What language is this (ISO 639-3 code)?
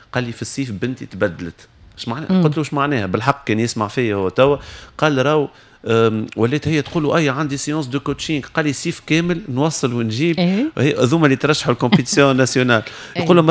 aeb